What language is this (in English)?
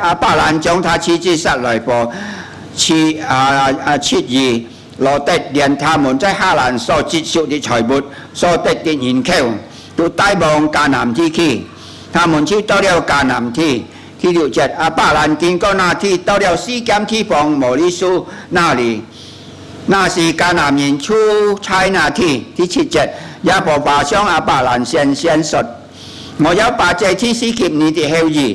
Hakka Chinese